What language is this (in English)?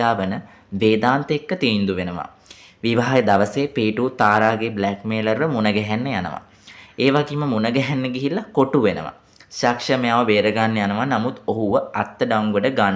Sinhala